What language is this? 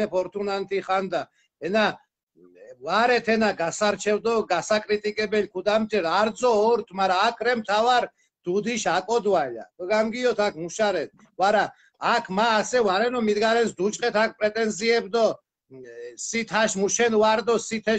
Mingrelian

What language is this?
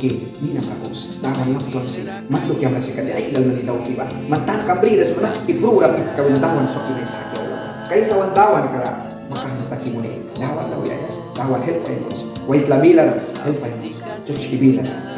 Mískito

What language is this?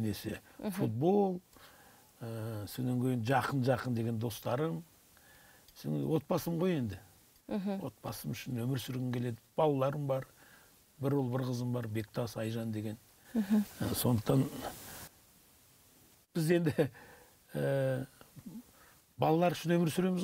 Kazakh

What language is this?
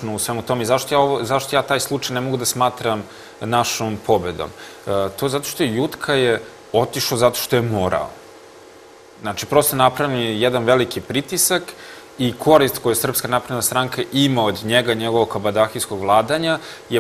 Serbian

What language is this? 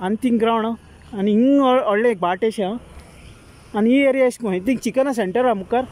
Konkani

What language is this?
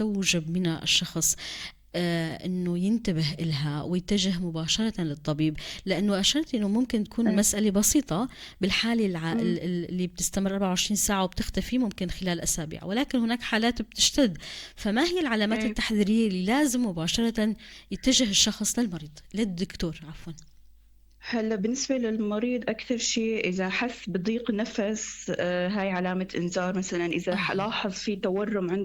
North Levantine Arabic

